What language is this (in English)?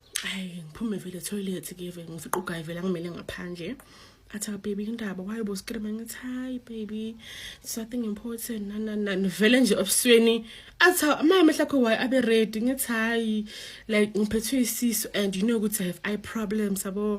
Zulu